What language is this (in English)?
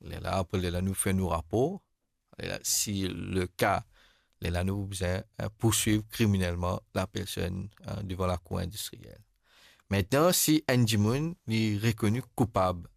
Morisyen